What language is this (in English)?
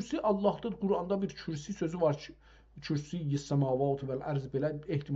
South Azerbaijani